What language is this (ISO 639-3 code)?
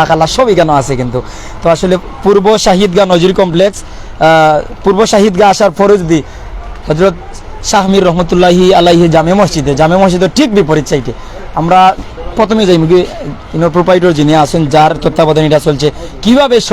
syl